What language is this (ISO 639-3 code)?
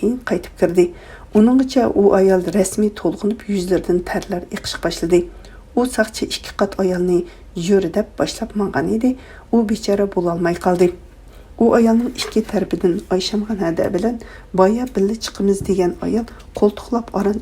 uig